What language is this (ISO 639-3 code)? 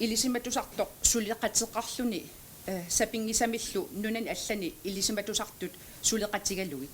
kal